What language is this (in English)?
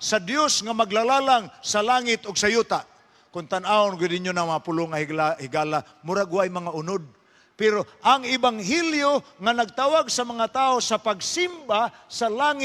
Cebuano